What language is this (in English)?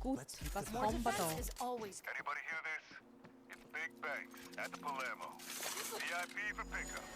Swiss German